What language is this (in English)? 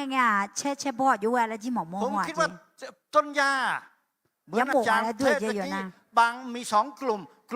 Akha